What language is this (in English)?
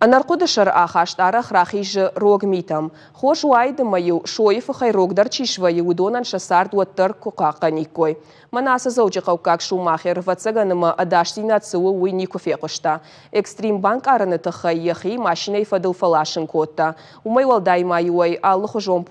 Ossetic